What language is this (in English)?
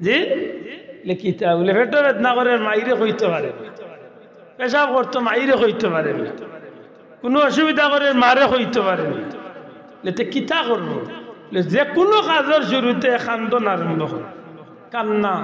Sylheti